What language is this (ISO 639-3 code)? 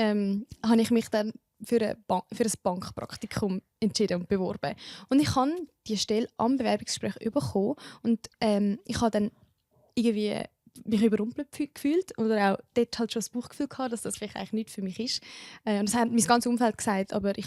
gsw